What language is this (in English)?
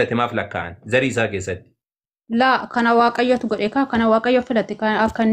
Oromo